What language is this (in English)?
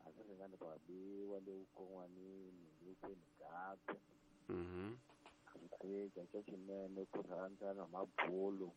Tsonga